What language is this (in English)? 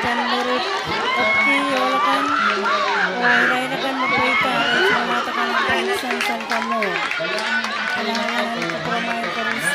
Pohnpeian